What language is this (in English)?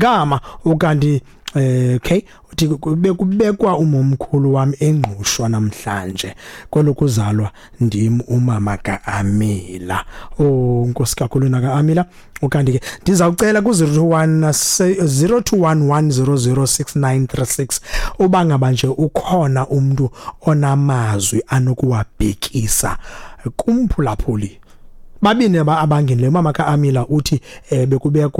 Xhosa